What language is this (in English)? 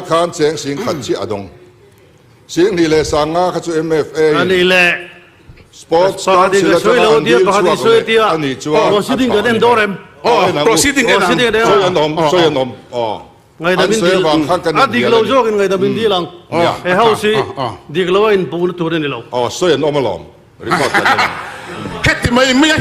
Mizo